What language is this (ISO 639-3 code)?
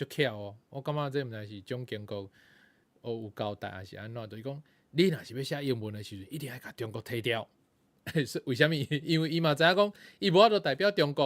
nan